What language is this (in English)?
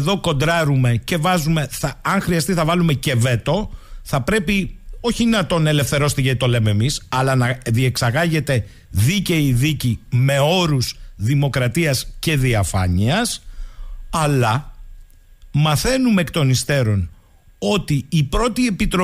Greek